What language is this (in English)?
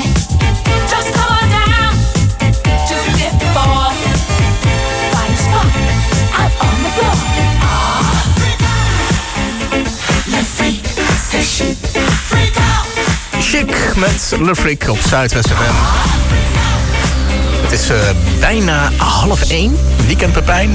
Dutch